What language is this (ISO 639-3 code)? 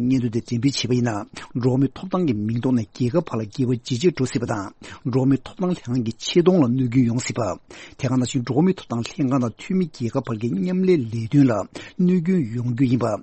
bod